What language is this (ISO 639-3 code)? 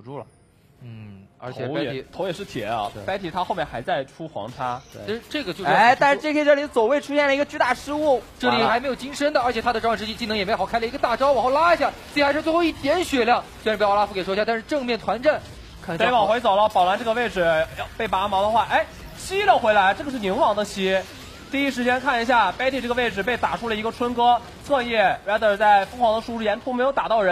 zho